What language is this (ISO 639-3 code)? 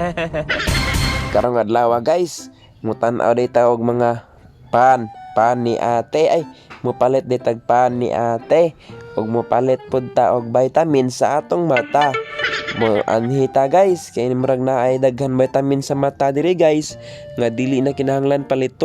ceb